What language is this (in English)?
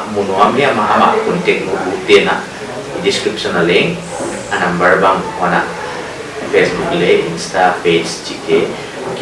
Paite Chin